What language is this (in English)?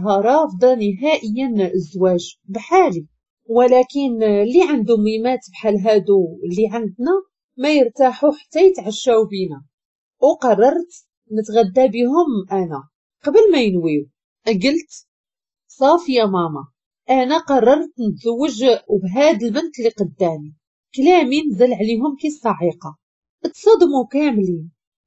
Moroccan Arabic